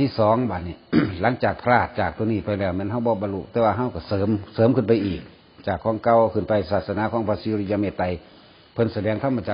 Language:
Northeastern Thai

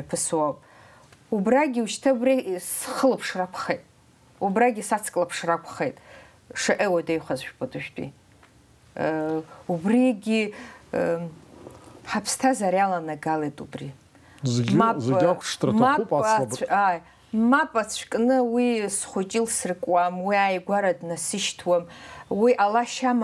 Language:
Abkhazian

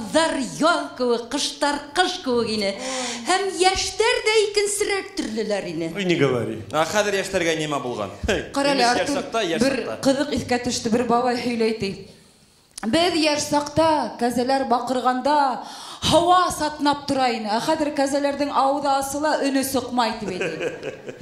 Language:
Bashkir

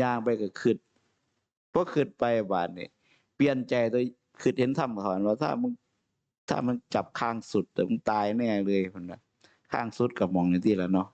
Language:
Northeastern Thai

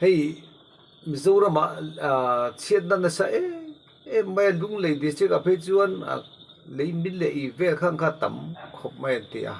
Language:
Mizo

